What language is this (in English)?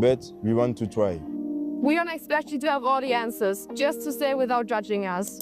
Faroese